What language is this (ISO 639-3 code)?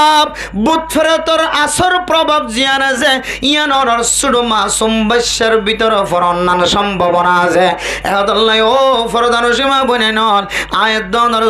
rhg